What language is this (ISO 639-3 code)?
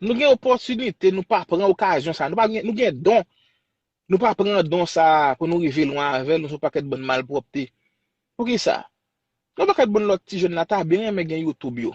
hat